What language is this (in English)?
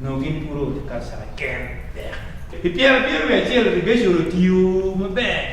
Acoli